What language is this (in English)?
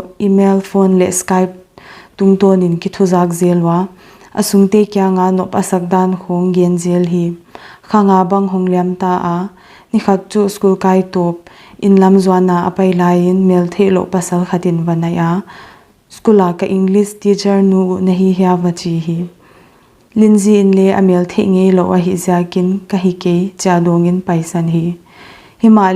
Paite Chin